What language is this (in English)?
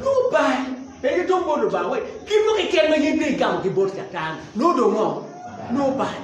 Acoli